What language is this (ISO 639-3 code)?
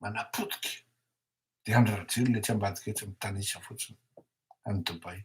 mlg